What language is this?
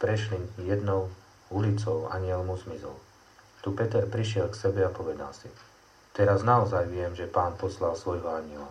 Slovak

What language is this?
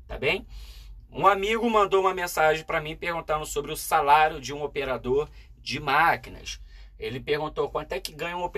Portuguese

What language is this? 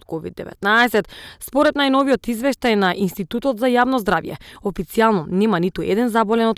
Macedonian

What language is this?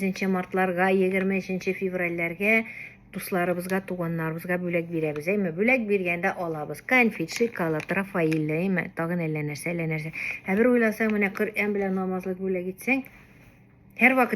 Tatar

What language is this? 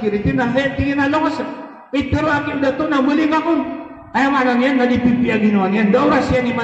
Maranao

